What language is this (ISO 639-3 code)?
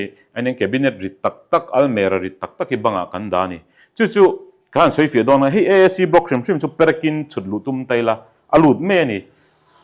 lus